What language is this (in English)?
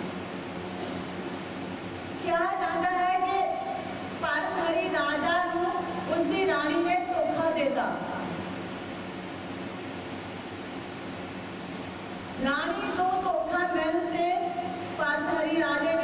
Punjabi